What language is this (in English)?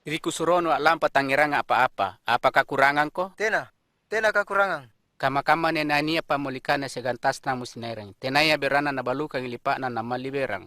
Makasar